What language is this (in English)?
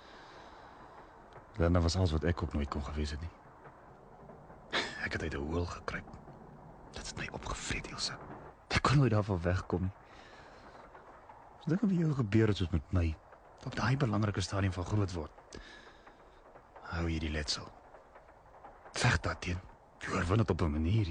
Afrikaans